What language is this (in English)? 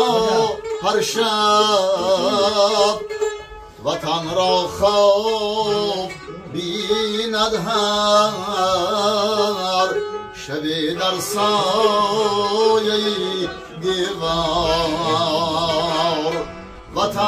Tajik